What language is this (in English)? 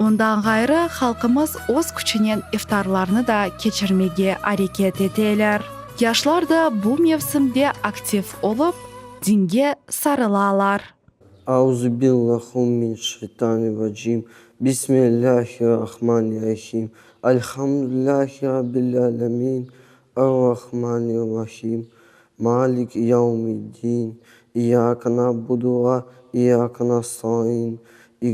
Crimean Tatar